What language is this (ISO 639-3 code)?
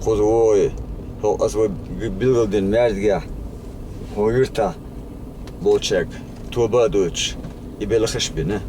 che